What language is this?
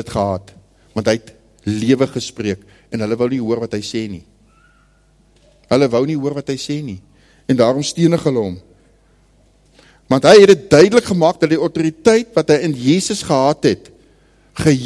Afrikaans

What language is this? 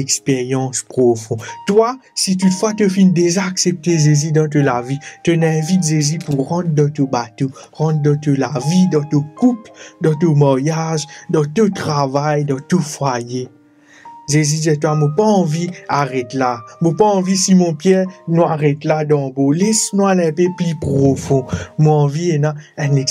Morisyen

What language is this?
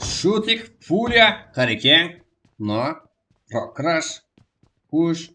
Kara-Kalpak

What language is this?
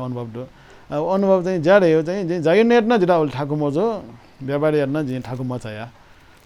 Newari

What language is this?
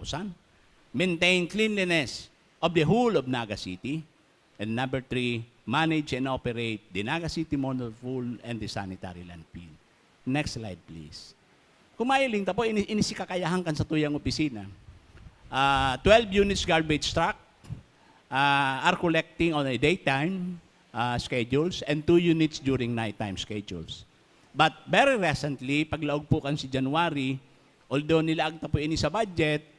Bikol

